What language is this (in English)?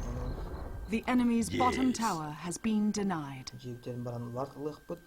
Yakut